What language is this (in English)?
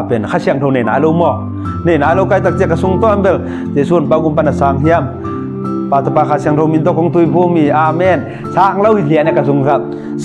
Tedim Chin